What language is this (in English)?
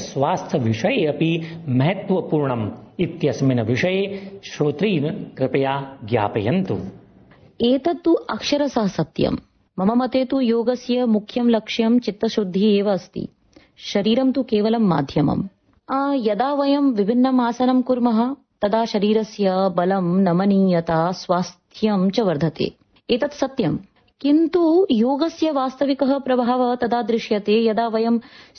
Sanskrit